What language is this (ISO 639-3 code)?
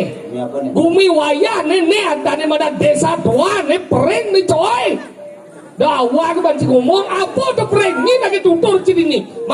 ban